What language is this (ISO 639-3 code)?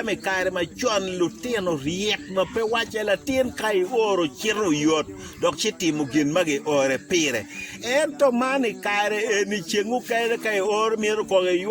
ach